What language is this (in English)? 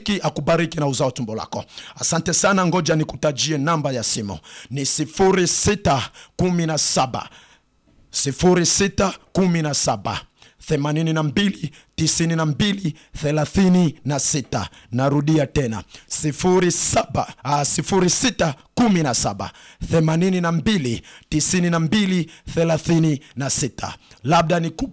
Swahili